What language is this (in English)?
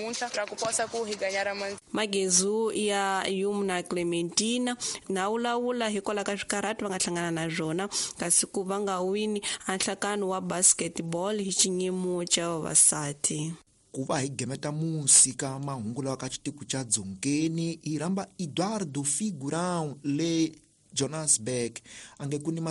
Tsonga